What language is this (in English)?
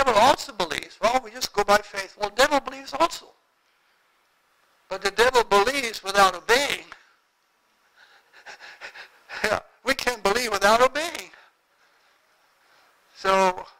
English